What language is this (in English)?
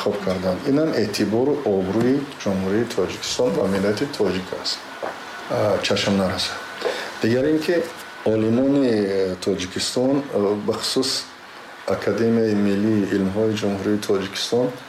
Tajik